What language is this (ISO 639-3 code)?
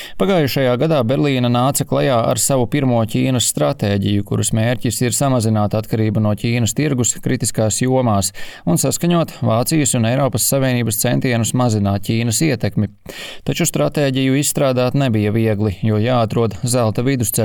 lav